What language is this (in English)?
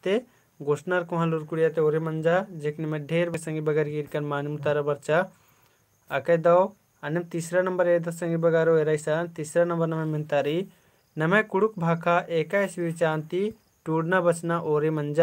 Kurukh